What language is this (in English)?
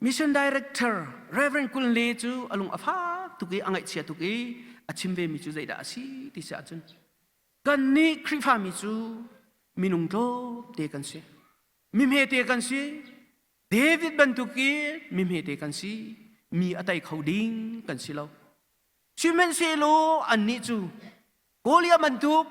Hakha Chin